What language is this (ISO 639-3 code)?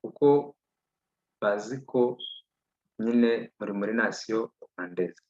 kin